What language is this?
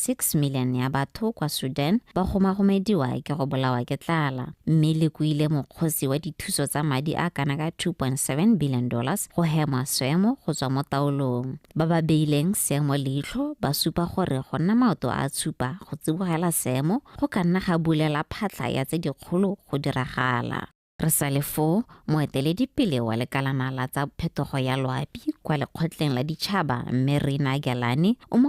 Tswana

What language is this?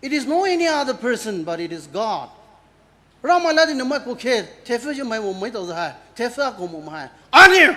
Poumei Naga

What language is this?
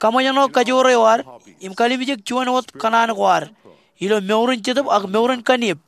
Marshallese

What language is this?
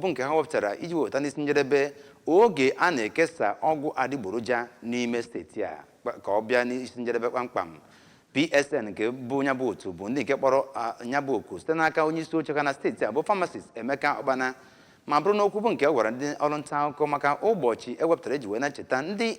Igbo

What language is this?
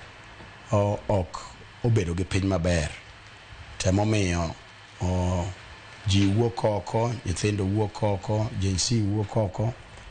Luo (Kenya and Tanzania)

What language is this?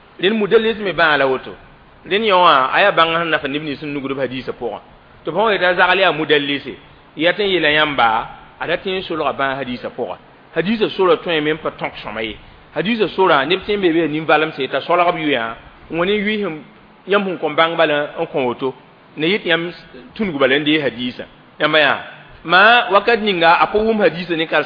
Mossi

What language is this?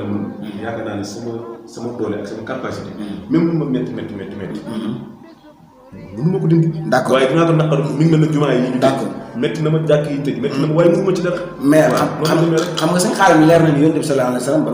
Wolof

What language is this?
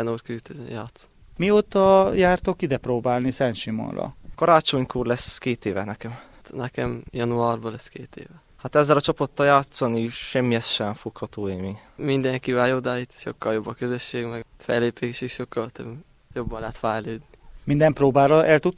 Hungarian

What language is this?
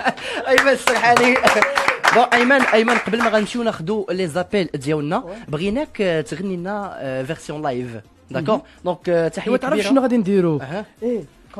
Moroccan Arabic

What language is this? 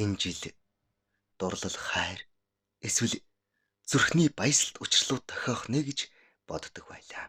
Mongolian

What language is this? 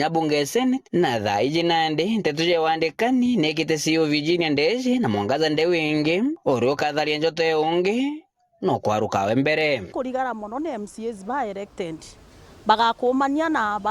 Meru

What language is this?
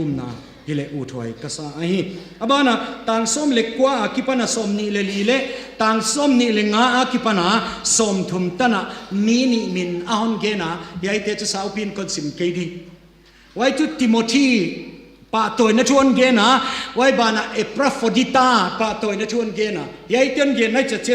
Tedim Chin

